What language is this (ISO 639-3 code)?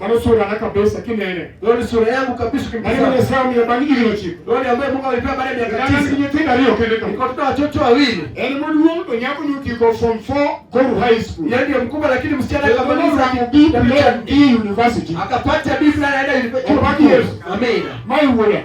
luo